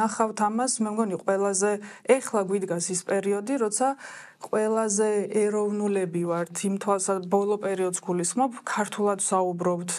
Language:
Georgian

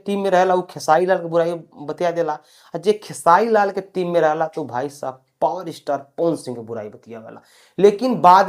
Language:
Bhojpuri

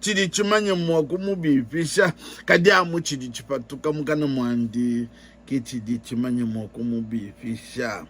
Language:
Luba-Lulua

